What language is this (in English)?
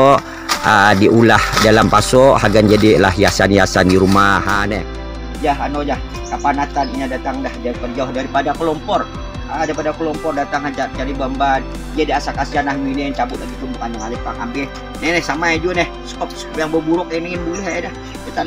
Banjar